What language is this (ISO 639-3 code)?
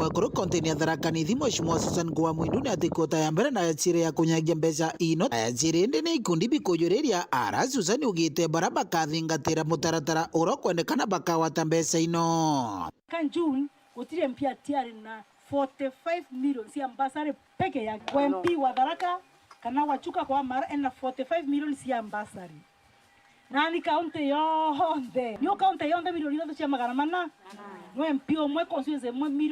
mer